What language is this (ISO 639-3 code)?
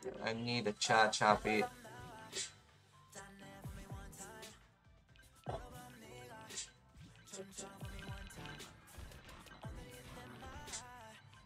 zho